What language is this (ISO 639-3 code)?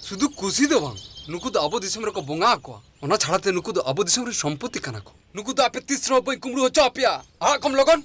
sat